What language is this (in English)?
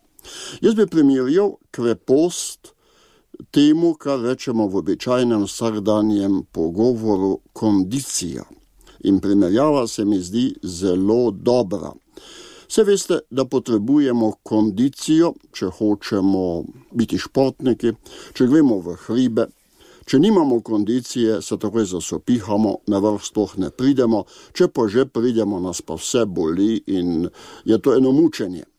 Slovenian